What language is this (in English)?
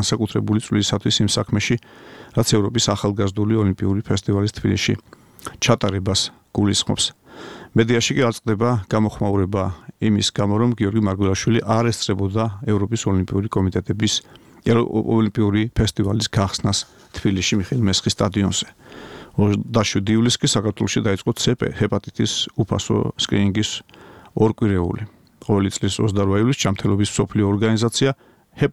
Georgian